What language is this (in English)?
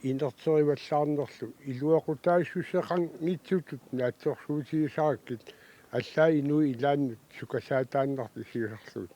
Kalaallisut